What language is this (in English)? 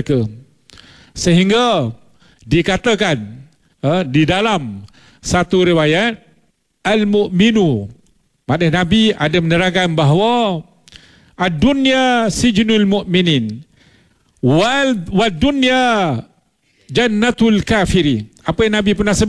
Malay